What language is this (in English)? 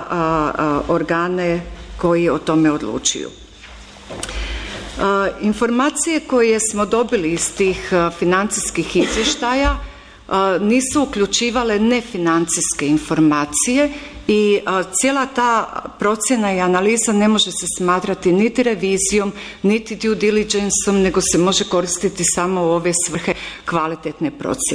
Croatian